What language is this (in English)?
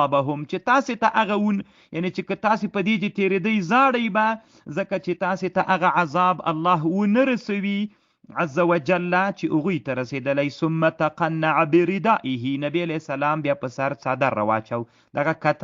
Pashto